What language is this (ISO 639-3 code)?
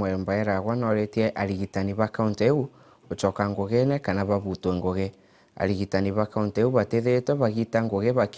mer